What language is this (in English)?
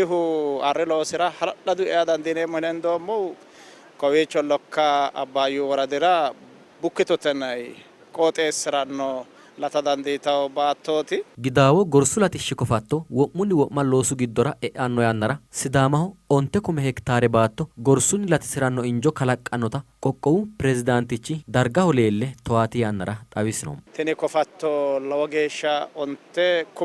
Sidamo